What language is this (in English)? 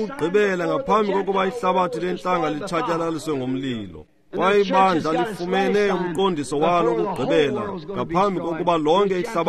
Xhosa